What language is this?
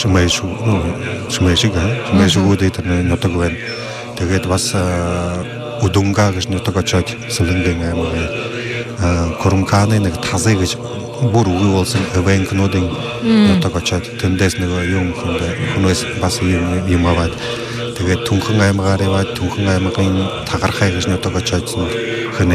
Buriat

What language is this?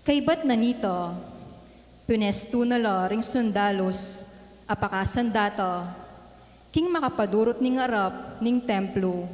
Pampanga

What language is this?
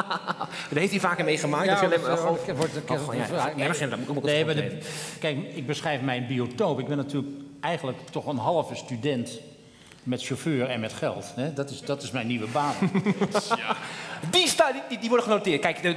Dutch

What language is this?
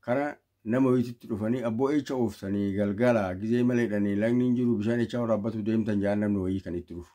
Oromo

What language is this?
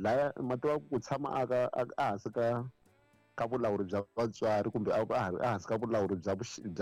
Tsonga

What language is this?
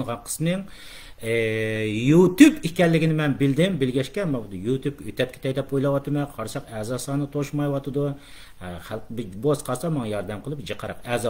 Uyghur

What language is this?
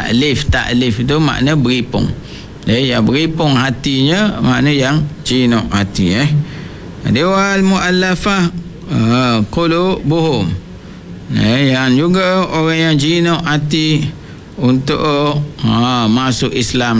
Malay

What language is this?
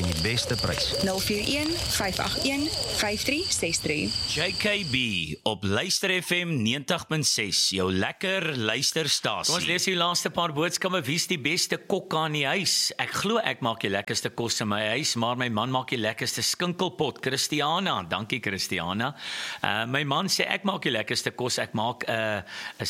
Afrikaans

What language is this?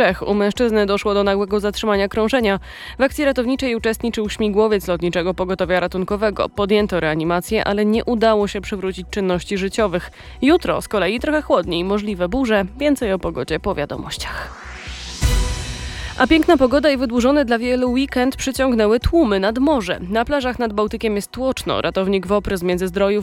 Polish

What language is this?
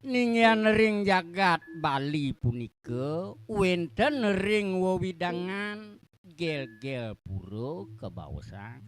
Balinese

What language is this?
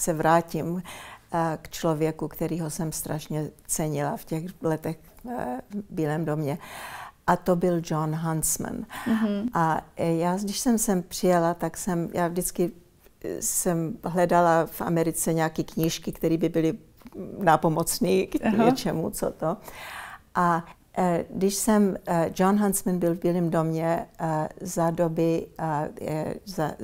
Czech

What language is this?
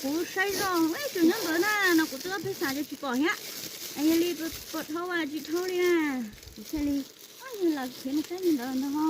Hmong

